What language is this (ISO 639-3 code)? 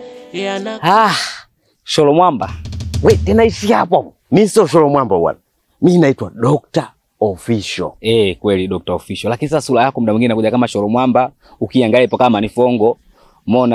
swa